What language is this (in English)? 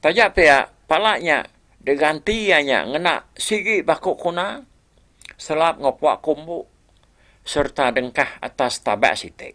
Iban